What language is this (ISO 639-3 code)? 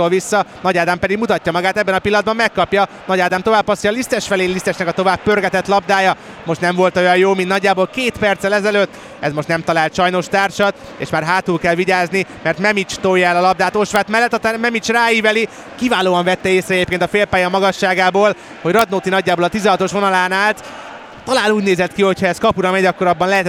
hun